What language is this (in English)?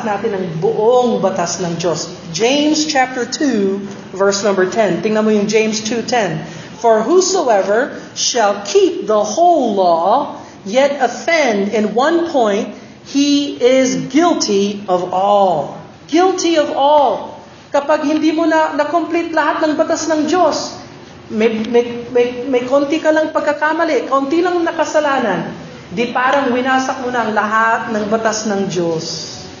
Filipino